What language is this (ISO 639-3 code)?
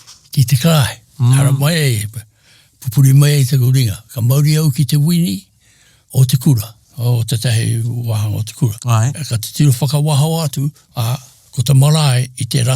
mri